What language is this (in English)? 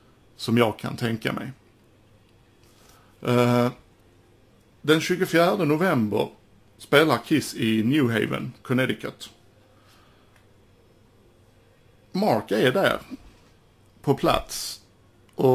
Swedish